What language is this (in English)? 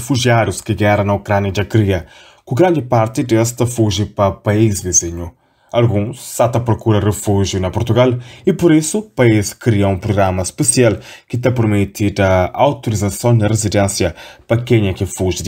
Kabuverdianu